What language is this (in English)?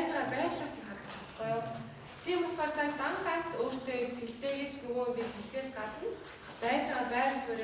Mongolian